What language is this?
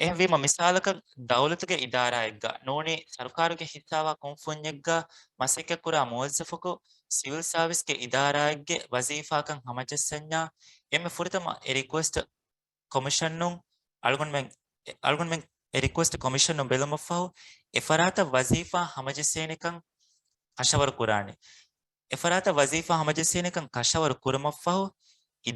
Divehi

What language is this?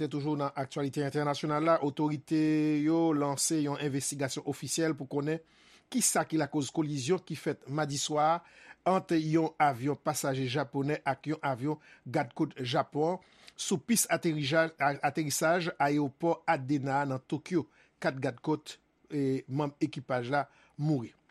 Haitian Creole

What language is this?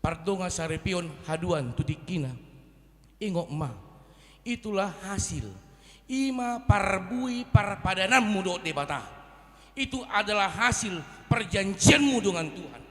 Batak Toba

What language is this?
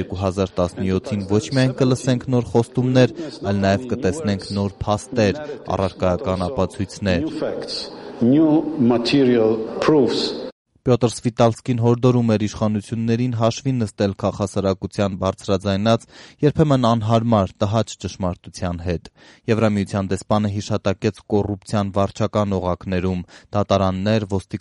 Armenian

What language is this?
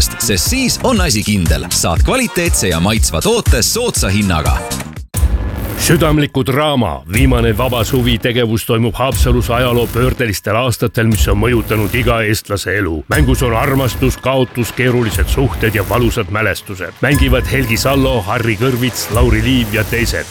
Estonian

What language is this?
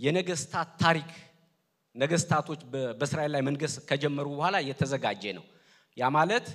Amharic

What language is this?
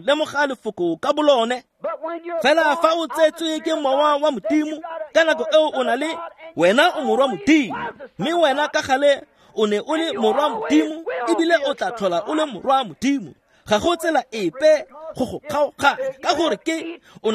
Tswana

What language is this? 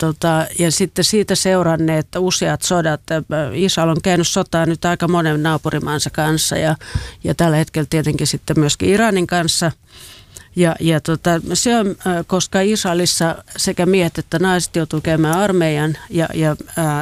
Finnish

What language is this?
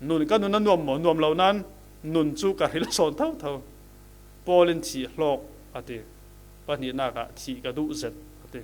Falam Chin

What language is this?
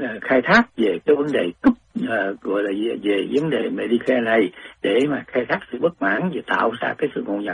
Vietnamese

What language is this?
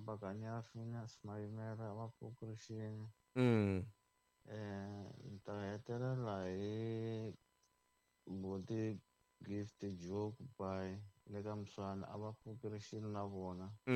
Tsonga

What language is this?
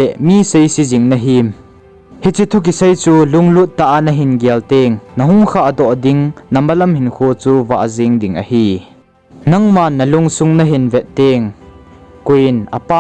Thado Chin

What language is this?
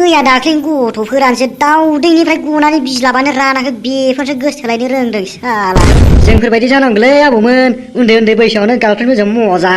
Bodo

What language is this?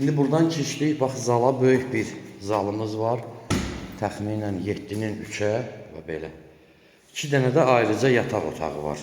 Azerbaijani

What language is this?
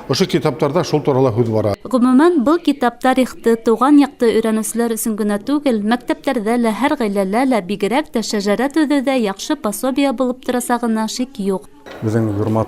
Bashkir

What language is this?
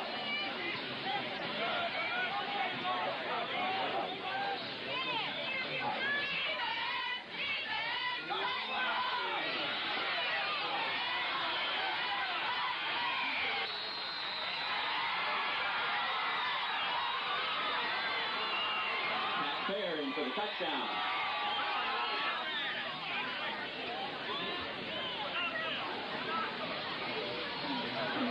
English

